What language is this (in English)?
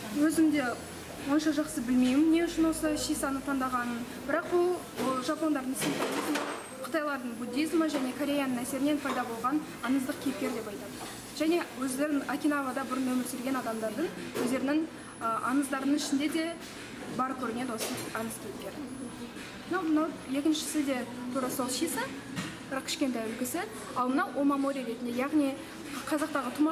Kazakh